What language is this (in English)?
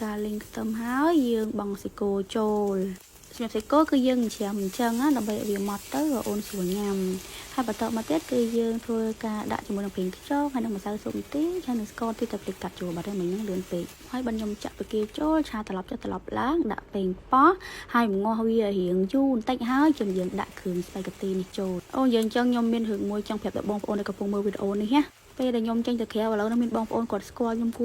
Khmer